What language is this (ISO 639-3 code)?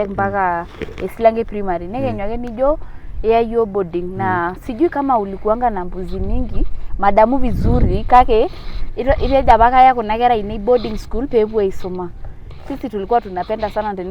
mas